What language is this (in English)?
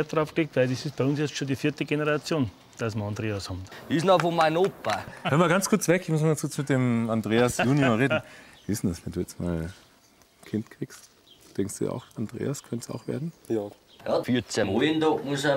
Bavarian